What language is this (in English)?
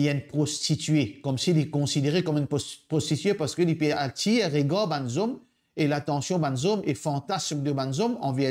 Morisyen